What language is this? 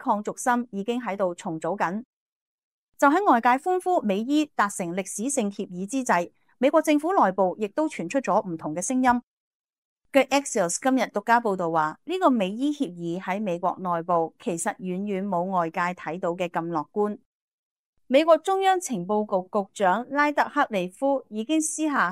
Cantonese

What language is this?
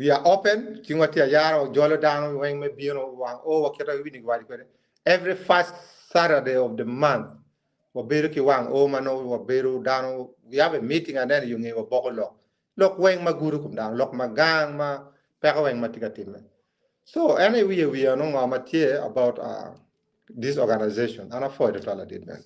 Acoli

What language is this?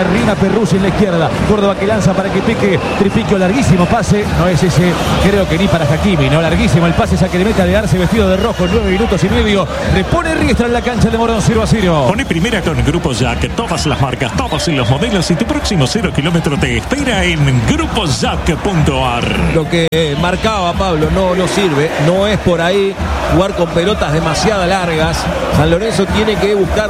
Spanish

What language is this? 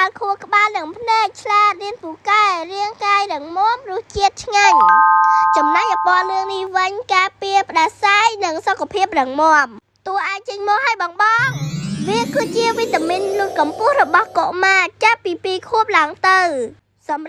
Khmer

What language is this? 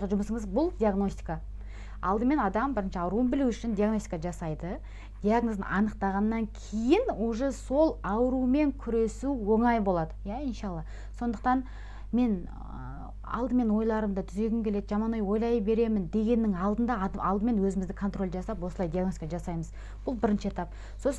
Kazakh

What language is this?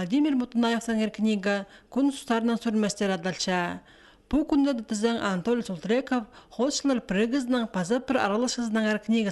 Khakas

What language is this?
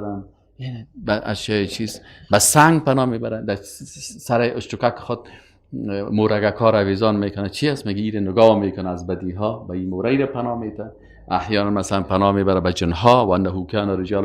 Persian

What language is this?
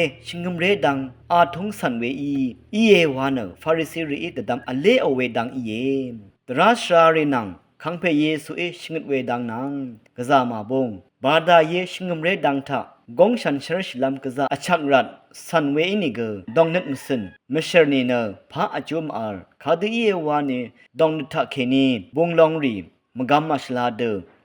Rawang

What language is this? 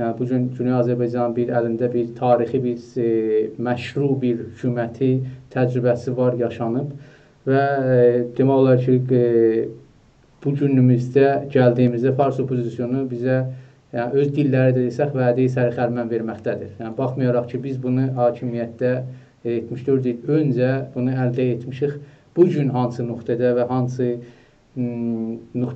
South Azerbaijani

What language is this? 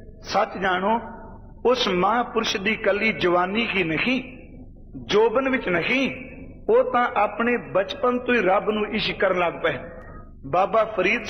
Punjabi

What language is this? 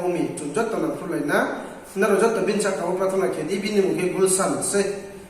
Riang (India)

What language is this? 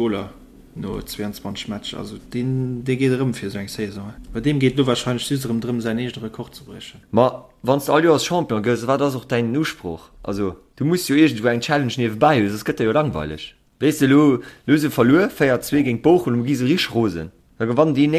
Luxembourgish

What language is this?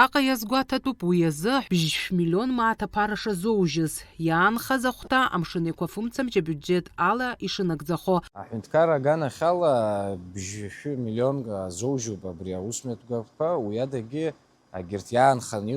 Abkhazian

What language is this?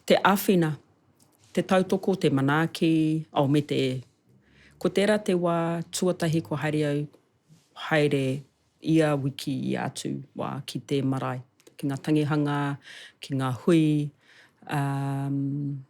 Māori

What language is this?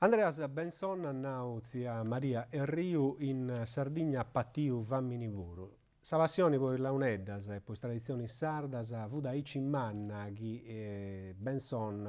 Sardinian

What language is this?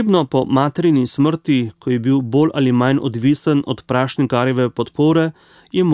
Slovenian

